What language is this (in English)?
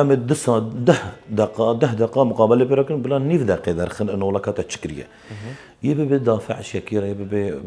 Kurdish